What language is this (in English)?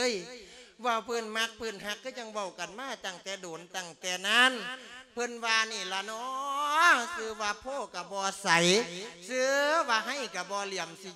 Lao